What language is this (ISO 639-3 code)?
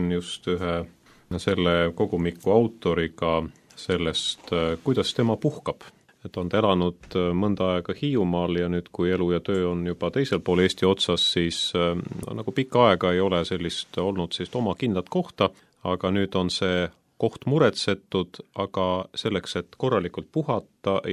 est